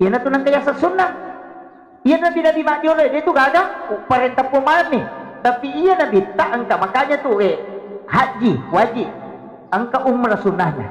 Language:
Buginese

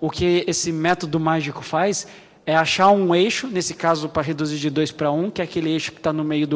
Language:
Portuguese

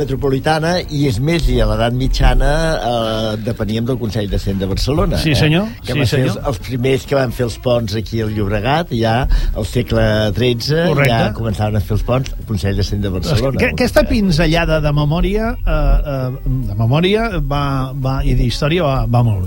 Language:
Catalan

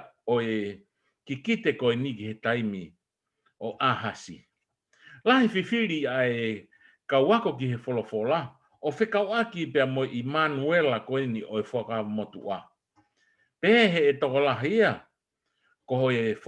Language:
Tongan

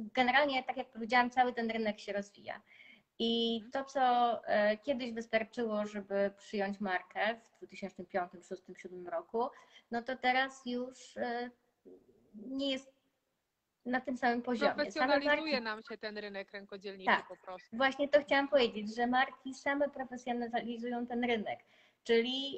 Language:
Polish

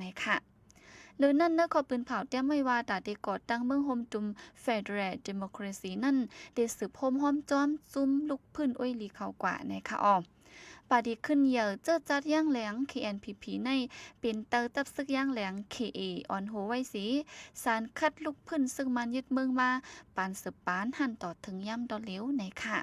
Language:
Shan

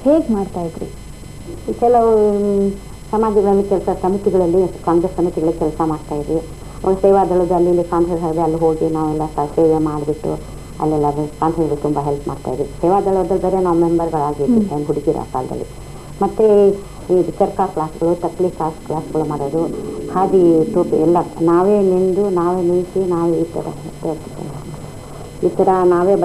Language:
Kannada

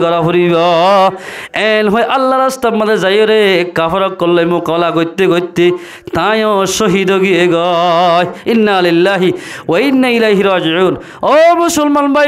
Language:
Rohingya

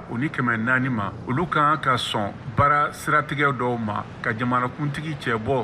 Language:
Bambara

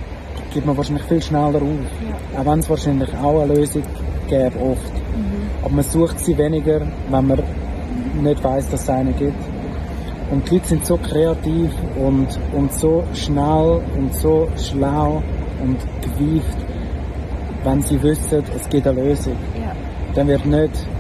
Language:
German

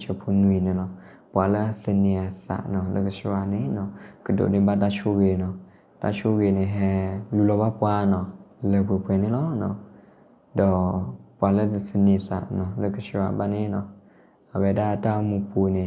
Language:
S'gaw Karen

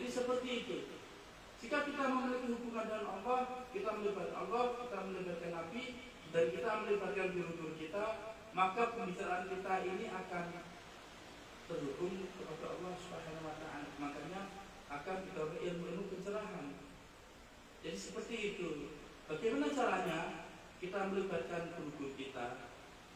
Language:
Indonesian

